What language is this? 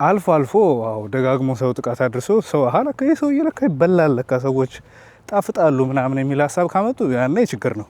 Amharic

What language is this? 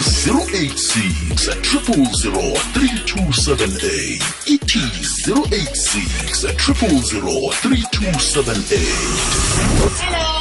South Ndebele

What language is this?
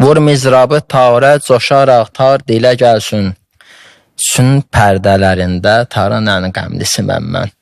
Azerbaijani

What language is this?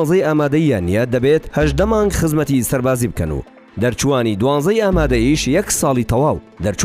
Central Kurdish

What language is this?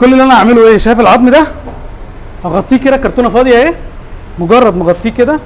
Egyptian Arabic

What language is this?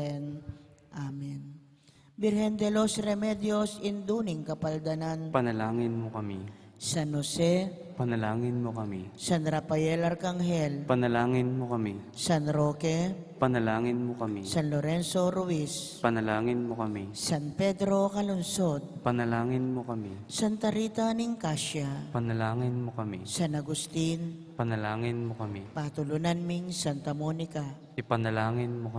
Pampanga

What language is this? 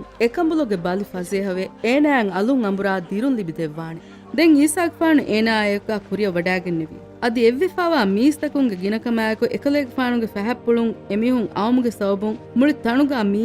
Divehi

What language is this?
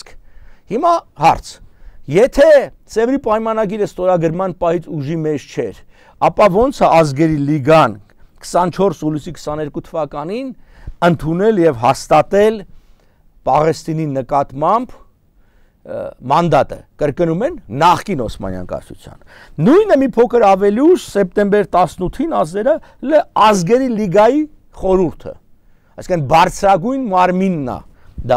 Armenian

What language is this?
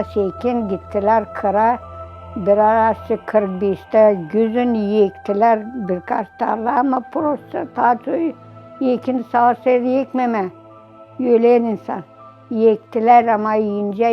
Gagauz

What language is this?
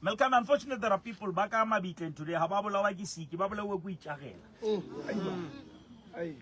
Southern Sotho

